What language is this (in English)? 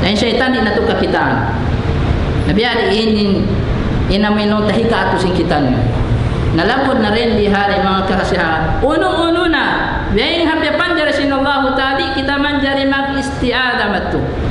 Tausug